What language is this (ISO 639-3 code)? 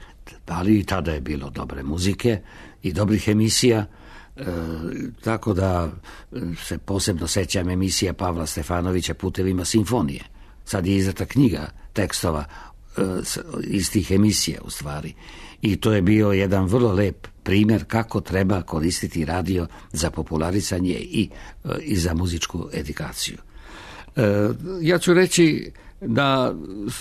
srp